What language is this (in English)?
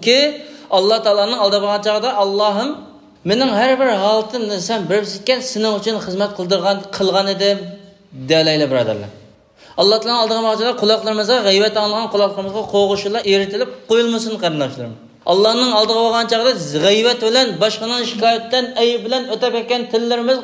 Uyghur